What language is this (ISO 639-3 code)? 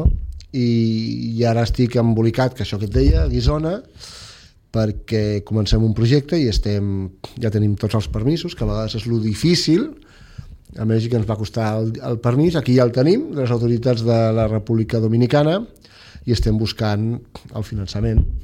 cat